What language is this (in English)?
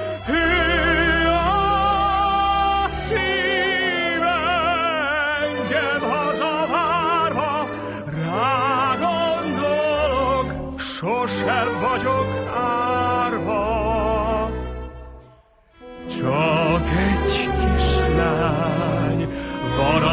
Hungarian